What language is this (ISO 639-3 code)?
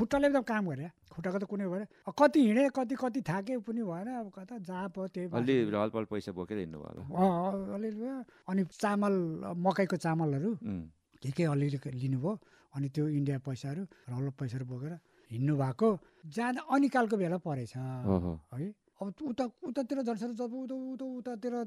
nep